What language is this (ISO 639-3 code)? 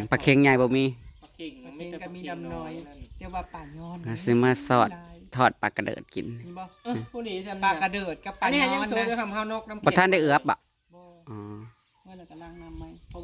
tts